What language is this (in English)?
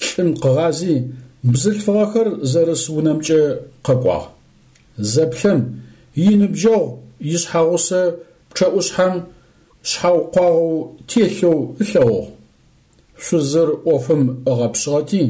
Adyghe